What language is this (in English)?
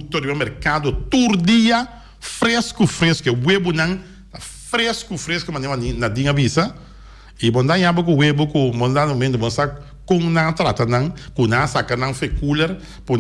Papiamento